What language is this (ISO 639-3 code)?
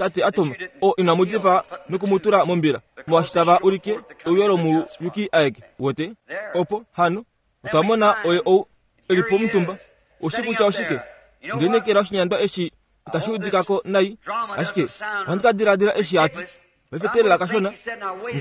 kua